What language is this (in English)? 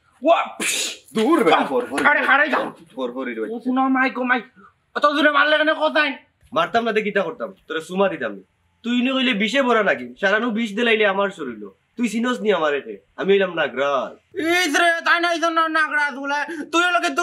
Sylheti